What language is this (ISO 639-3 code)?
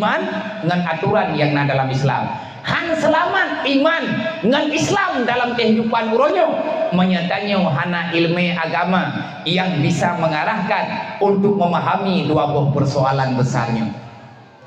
ace